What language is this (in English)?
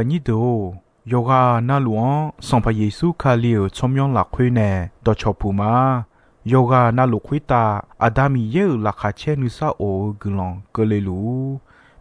Akha